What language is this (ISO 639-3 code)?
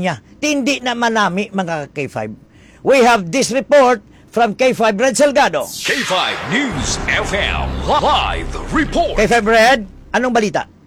fil